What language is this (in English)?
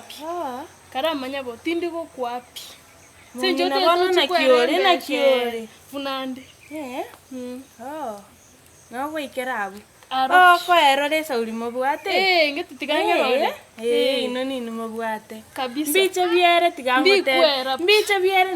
Gusii